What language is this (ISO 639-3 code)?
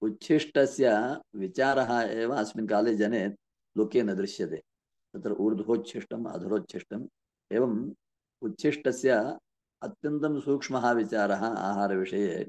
san